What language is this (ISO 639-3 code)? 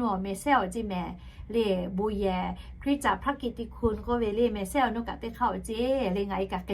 lhu